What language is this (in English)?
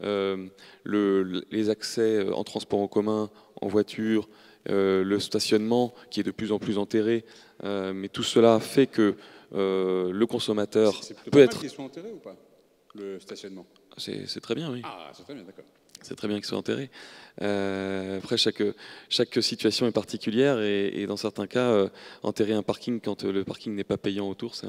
French